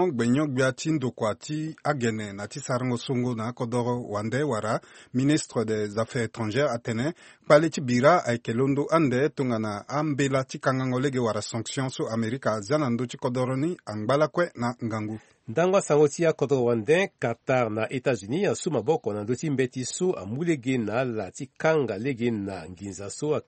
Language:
Sango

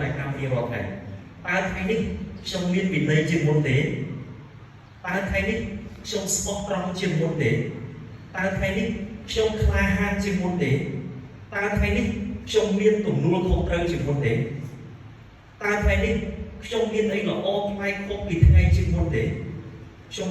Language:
Khmer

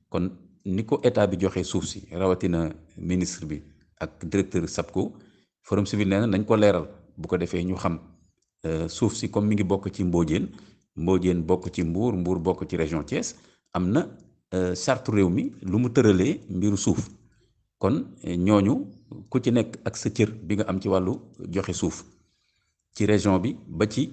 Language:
Wolof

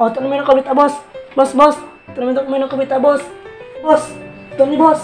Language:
Buginese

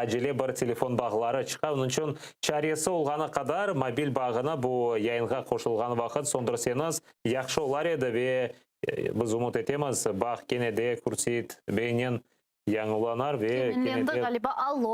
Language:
Crimean Tatar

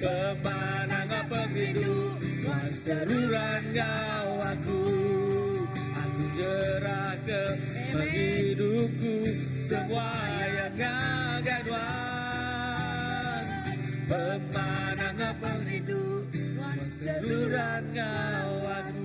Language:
Iban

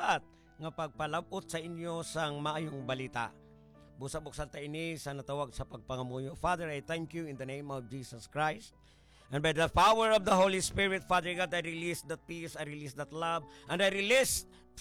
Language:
Hiligaynon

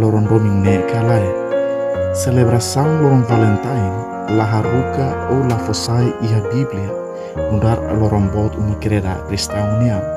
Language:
Tetum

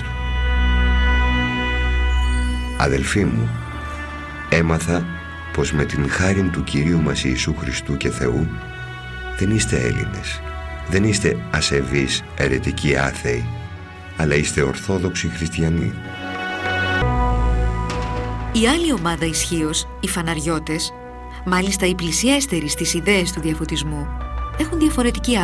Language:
Greek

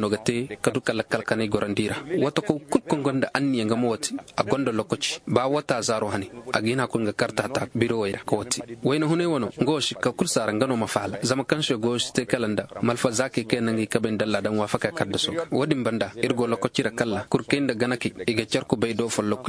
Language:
Zarma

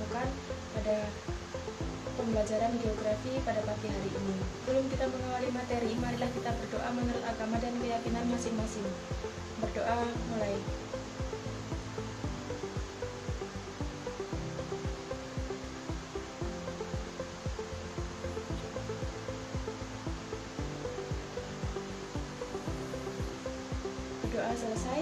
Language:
Indonesian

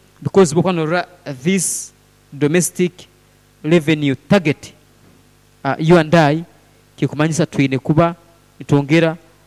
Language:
Nyoro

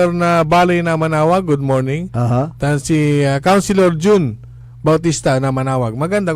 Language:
Pangasinan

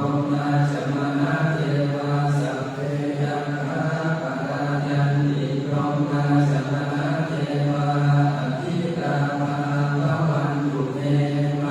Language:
Pali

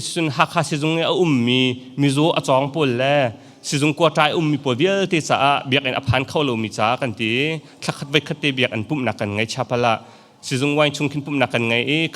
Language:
Hakha Chin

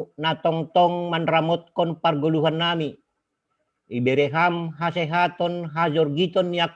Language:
Batak Simalungun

